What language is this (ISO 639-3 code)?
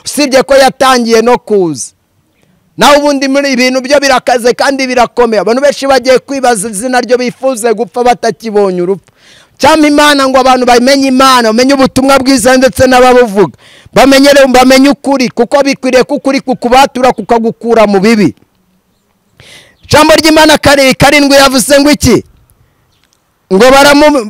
kin